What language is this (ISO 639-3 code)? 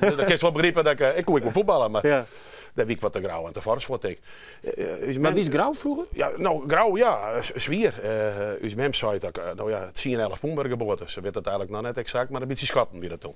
fry